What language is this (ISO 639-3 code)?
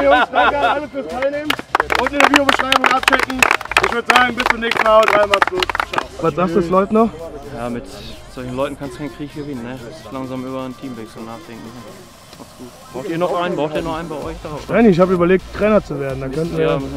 deu